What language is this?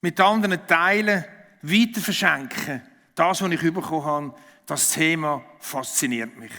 Swiss German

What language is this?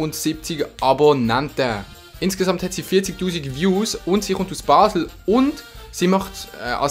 Swiss German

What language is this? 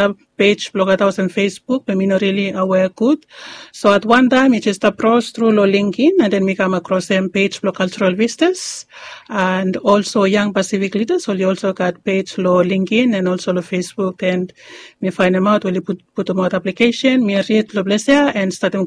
Bislama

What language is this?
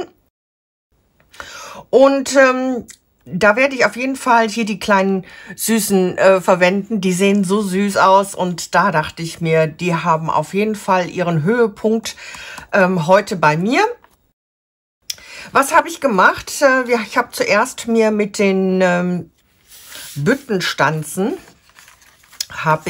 German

